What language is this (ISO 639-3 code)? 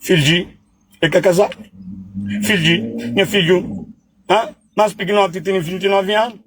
kea